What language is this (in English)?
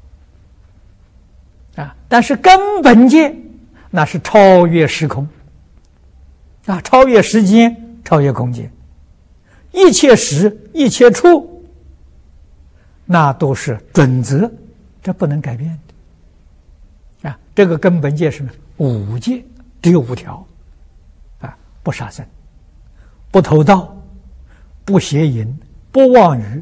Chinese